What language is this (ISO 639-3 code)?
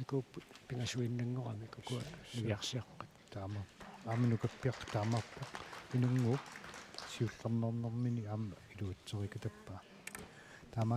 kal